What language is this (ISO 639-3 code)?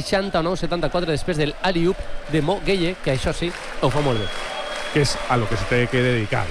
cat